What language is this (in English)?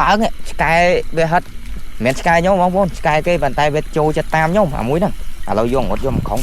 Khmer